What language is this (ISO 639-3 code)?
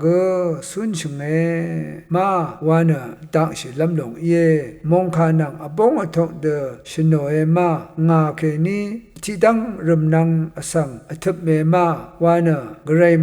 raw